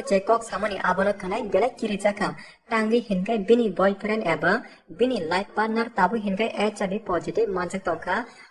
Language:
Kok Borok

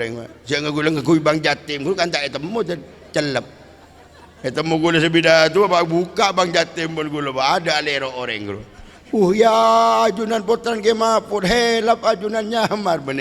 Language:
Madurese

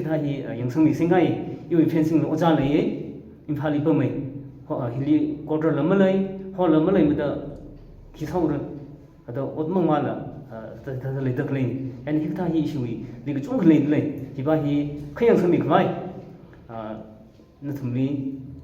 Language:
Tangkhul Naga (India)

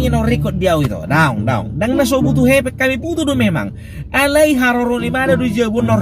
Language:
Batak Toba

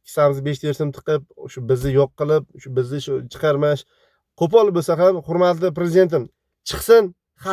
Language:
Uzbek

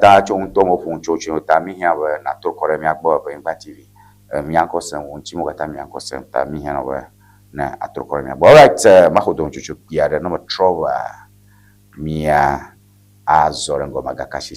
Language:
Ewe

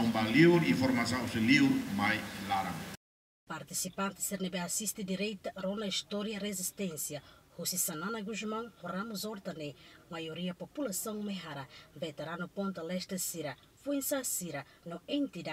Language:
Tetum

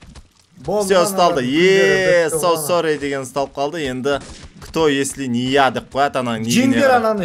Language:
Kazakh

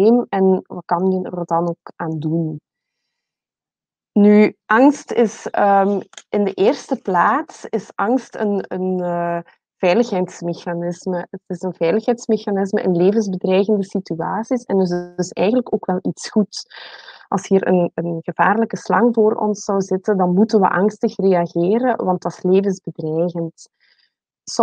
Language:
Dutch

